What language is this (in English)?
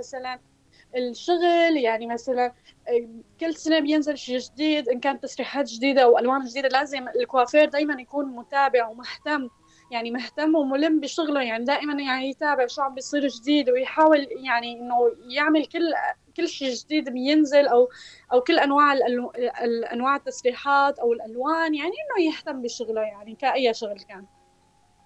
North Levantine Arabic